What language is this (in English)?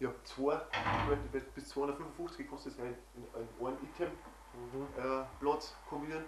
Bavarian